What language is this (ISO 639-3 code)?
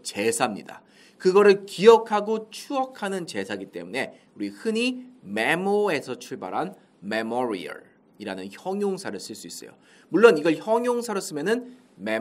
kor